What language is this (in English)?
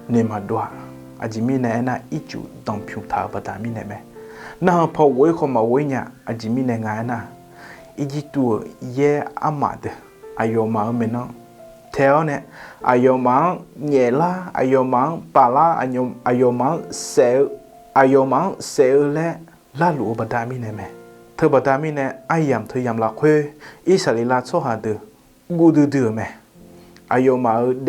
Akha